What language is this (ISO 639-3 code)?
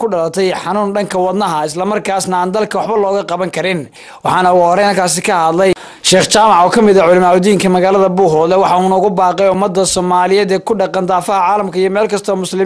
som